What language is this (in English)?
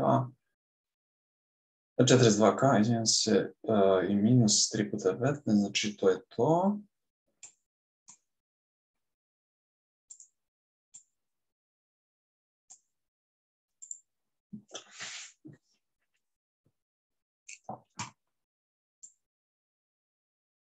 Serbian